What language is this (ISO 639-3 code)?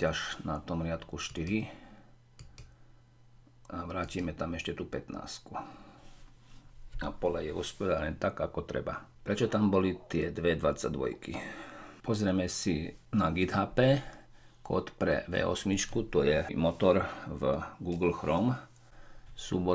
slk